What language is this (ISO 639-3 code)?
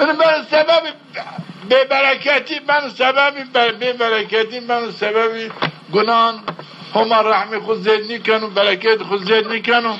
zza